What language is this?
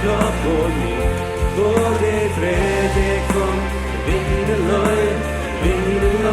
Plautdietsch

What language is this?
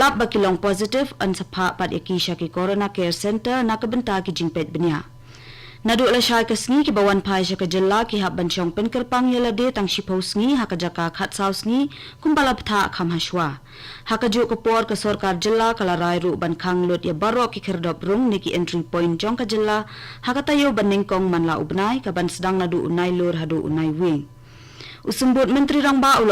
Khasi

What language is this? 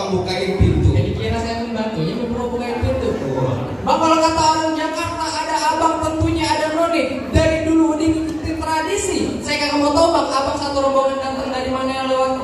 Betawi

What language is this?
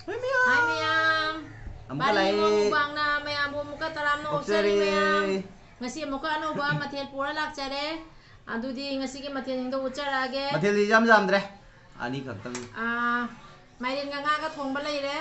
Manipuri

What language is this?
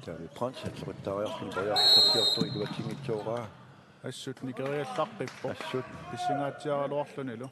Kalaallisut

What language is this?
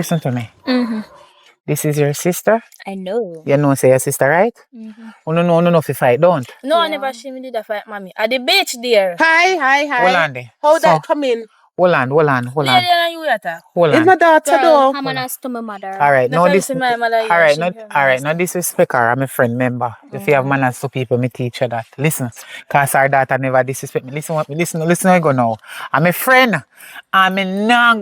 Jamaican Creole English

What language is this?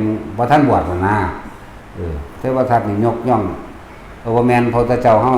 Northeastern Thai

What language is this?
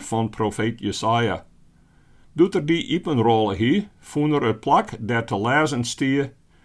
Western Frisian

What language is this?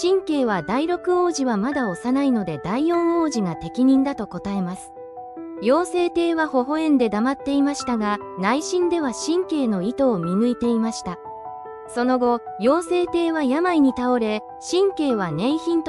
Japanese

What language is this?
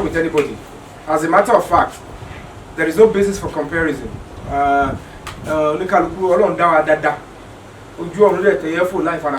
Yoruba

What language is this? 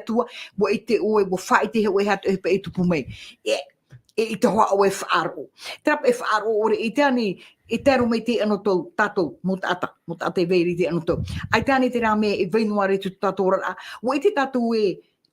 Tahitian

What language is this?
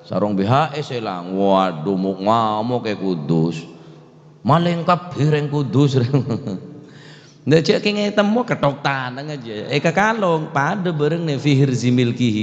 Madurese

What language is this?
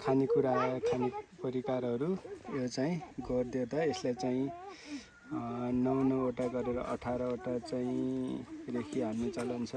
Nepali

